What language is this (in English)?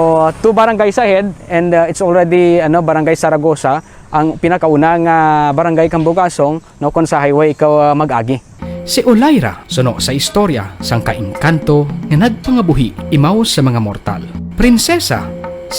Kinaray-a